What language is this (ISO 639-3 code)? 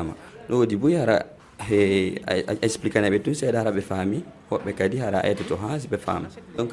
ful